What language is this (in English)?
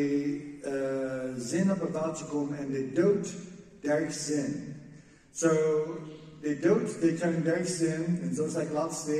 Plautdietsch